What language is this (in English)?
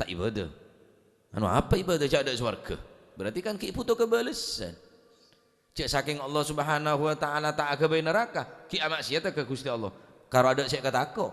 Madurese